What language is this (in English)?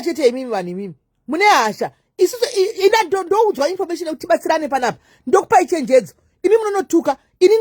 Shona